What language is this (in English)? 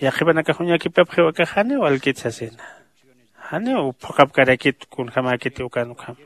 Aymara